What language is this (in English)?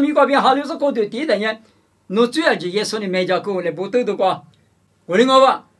Lisu